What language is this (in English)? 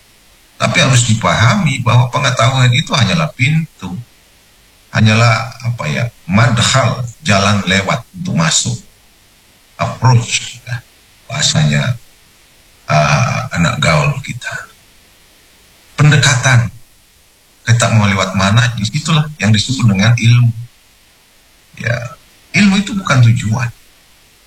Indonesian